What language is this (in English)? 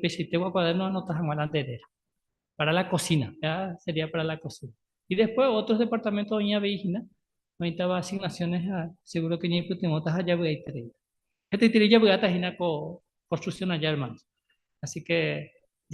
Guarani